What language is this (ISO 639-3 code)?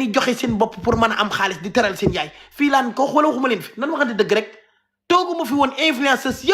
wol